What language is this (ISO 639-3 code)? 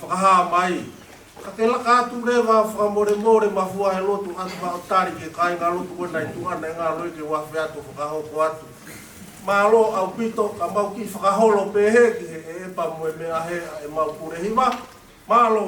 ton